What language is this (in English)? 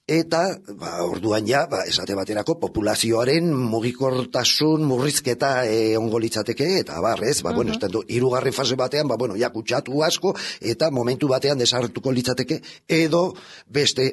Basque